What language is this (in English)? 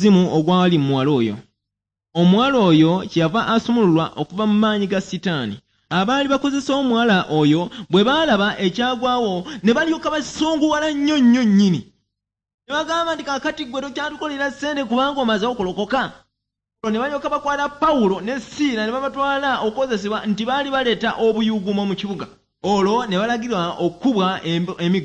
Ganda